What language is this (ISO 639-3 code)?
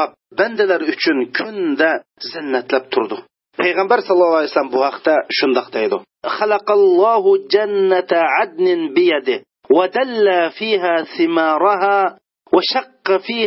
uig